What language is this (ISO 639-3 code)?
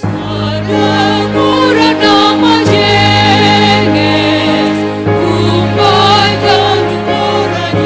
bts